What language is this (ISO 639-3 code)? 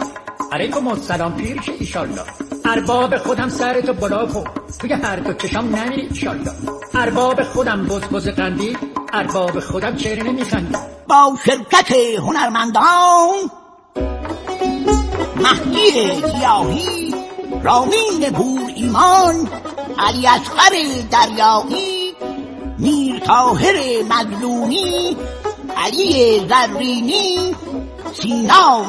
fas